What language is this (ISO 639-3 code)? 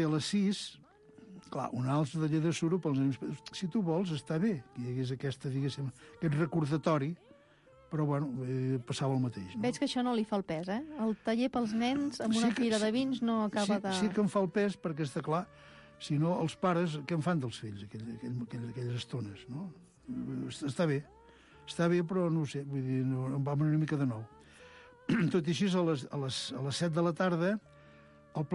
cat